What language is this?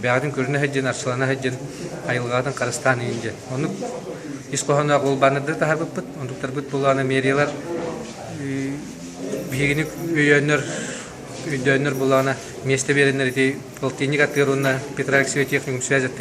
Yakut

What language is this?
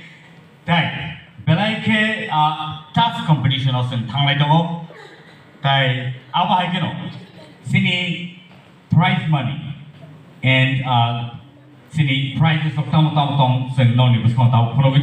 Kok Borok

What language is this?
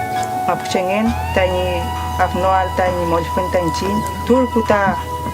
Mapuche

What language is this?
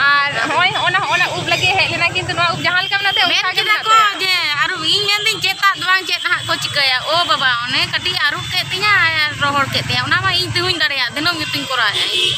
Santali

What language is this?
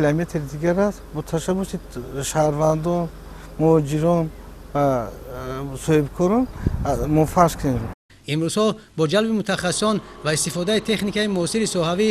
Tajik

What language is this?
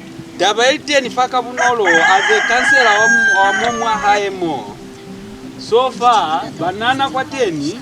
Lozi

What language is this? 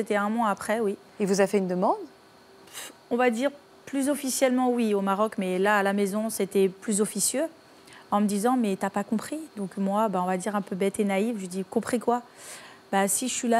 French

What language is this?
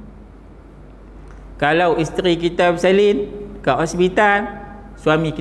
Malay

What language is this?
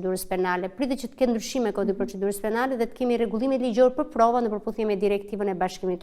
Albanian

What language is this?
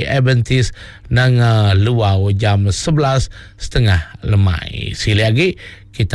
Iban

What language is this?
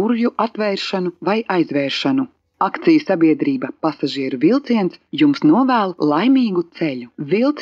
Latvian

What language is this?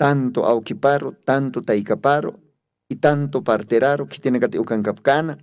Aymara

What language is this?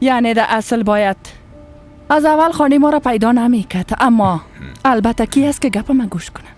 Persian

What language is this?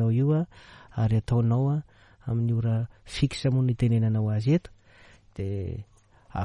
Malagasy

